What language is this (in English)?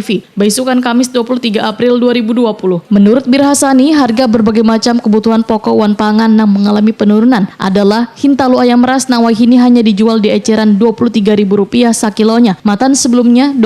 Banjar